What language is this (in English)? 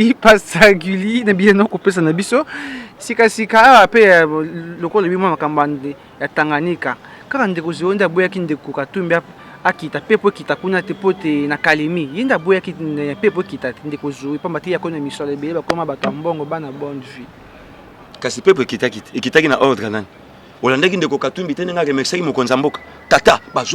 Lingala